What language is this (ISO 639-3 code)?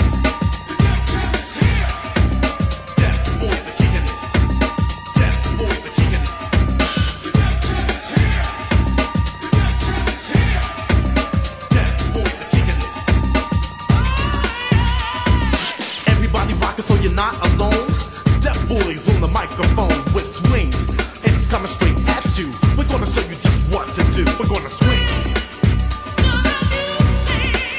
eng